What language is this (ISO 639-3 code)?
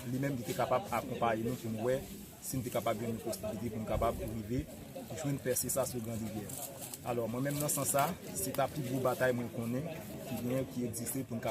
hat